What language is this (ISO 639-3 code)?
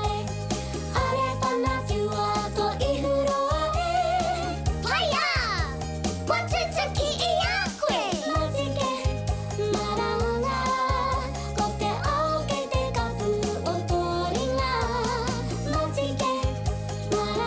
mri